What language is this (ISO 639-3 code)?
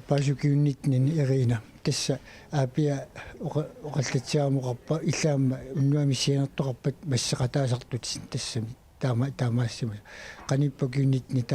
kal